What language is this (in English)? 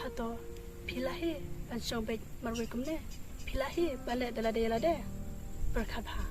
Khasi